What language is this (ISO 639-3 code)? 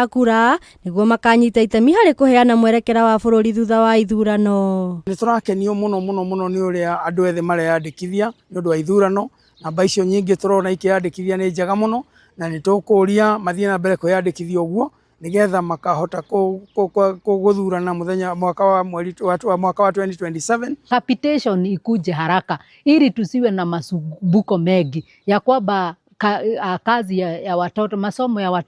kik